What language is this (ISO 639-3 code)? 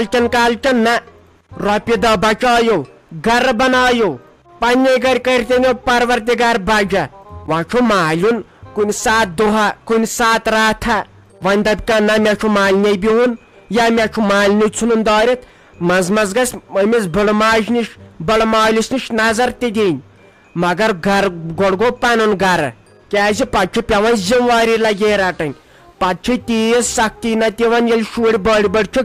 kas